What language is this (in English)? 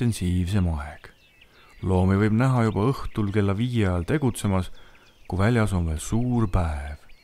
Estonian